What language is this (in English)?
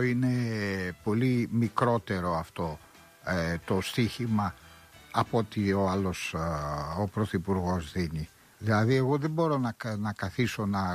Greek